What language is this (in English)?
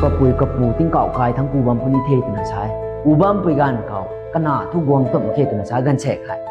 Rongmei Naga